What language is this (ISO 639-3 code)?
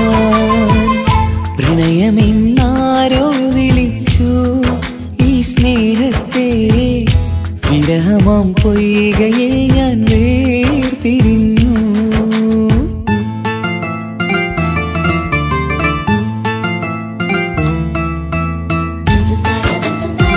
mal